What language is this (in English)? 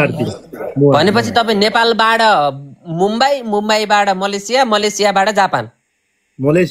Nepali